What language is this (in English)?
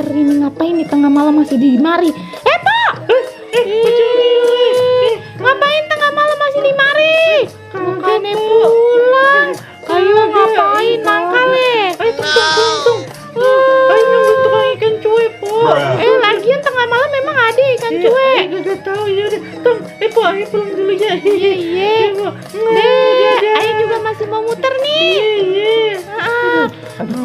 Betawi